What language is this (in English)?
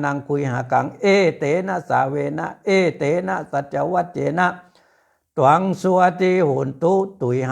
Pali